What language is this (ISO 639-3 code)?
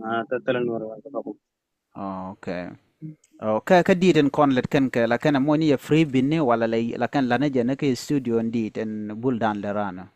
nus